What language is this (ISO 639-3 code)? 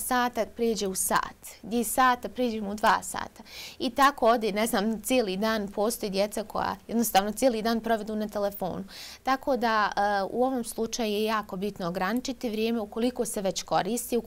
bos